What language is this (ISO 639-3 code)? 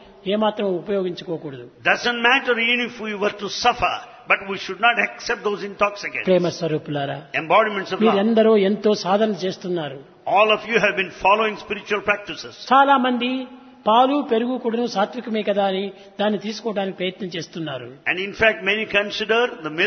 tel